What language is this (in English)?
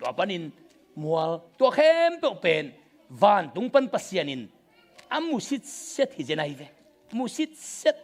Tedim Chin